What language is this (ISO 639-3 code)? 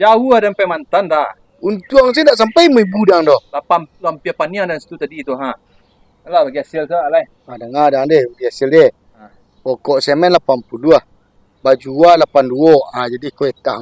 min